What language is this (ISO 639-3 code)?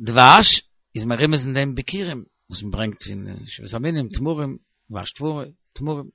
yid